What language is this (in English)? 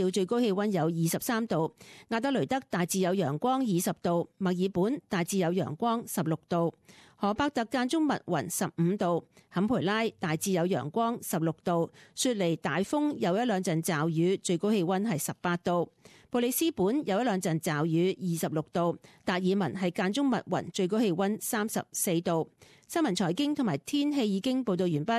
Cantonese